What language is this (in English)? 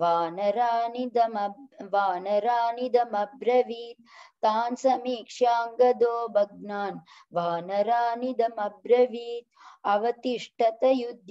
Sanskrit